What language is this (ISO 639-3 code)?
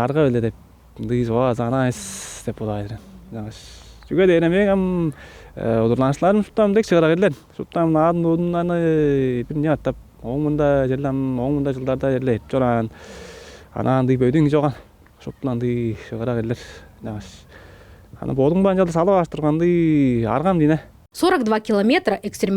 tyv